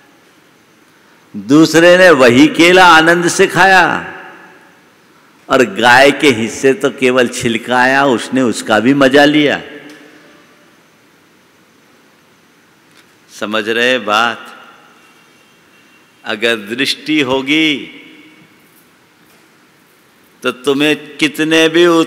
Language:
Hindi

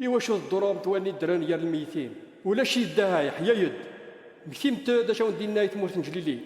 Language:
Kabyle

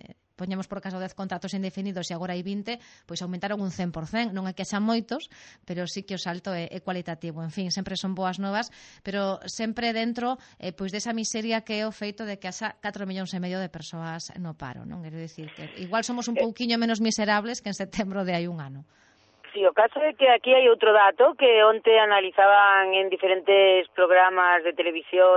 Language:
Galician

